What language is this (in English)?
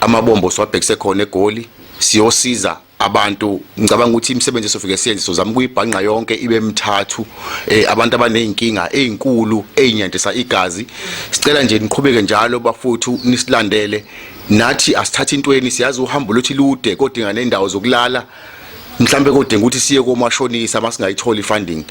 Zulu